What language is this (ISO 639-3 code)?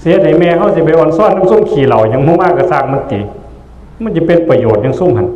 tts